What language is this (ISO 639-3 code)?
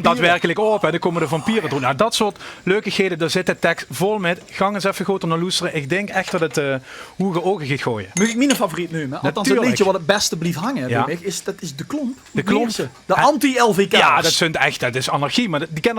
lim